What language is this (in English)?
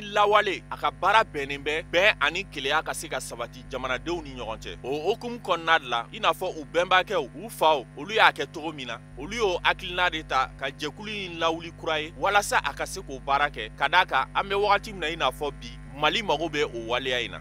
Bambara